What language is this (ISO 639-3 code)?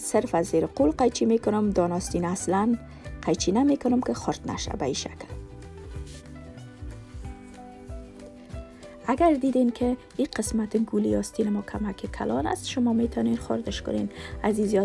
fas